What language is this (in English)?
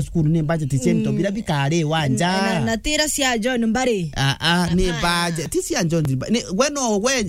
Meru